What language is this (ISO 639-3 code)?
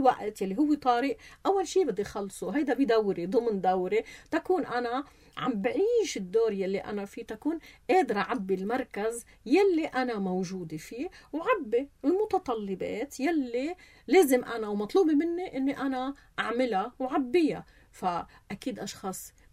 apc